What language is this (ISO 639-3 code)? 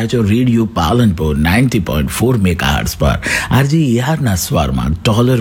guj